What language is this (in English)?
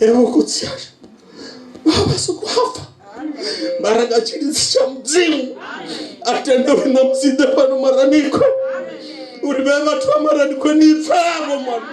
Venda